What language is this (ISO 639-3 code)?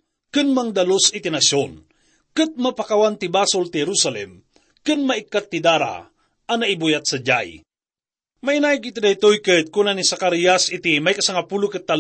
ilo